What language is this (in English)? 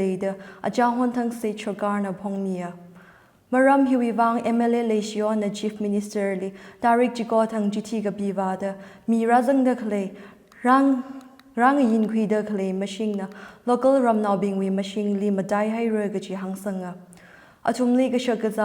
Tangkhul Naga (India)